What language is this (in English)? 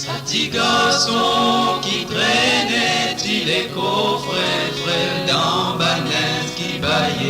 Morisyen